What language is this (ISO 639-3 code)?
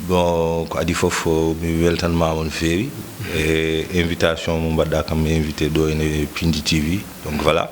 ful